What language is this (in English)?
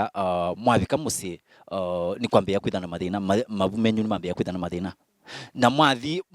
Kamba